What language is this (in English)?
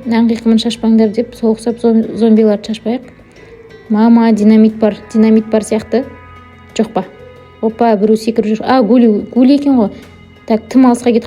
Kazakh